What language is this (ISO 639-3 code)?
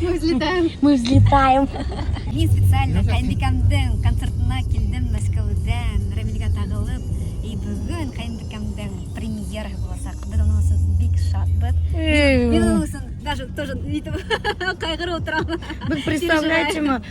bak